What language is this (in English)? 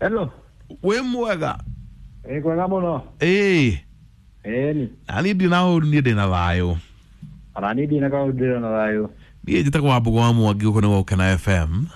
Kikuyu